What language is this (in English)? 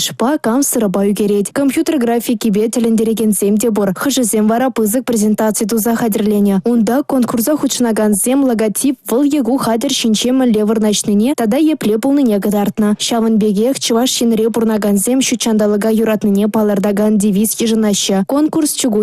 Chuvash